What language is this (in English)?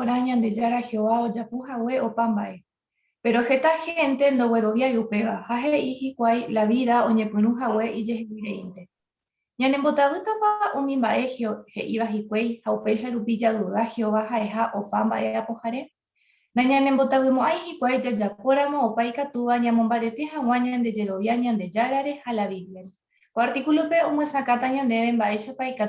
Guarani